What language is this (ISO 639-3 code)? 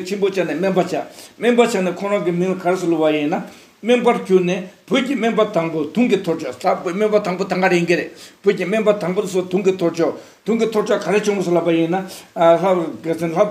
bod